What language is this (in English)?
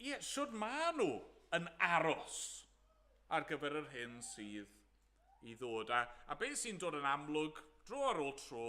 Welsh